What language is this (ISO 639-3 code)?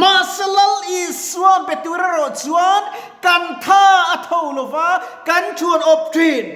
lus